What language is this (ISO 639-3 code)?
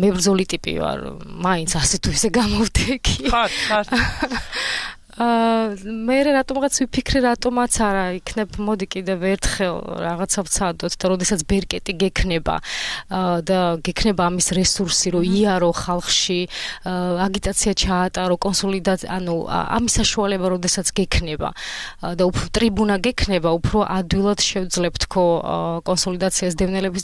kat